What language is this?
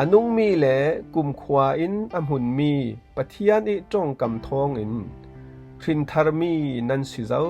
Falam Chin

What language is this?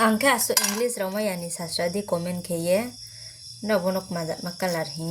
Riang (India)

